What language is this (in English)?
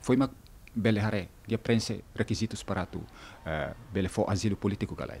Tetum